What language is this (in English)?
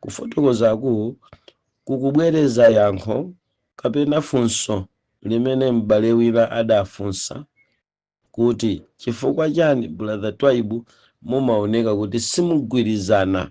Nyanja